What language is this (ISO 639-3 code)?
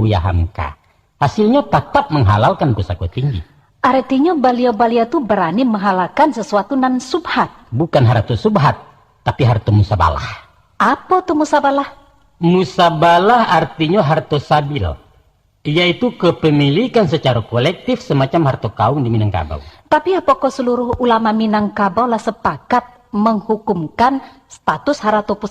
min